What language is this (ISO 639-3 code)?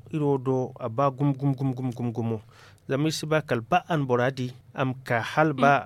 dje